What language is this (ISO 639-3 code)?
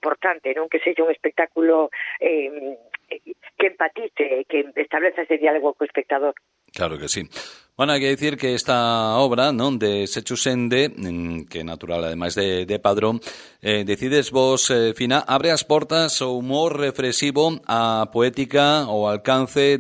glg